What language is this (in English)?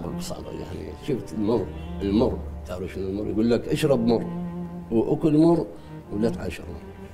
Mesopotamian Arabic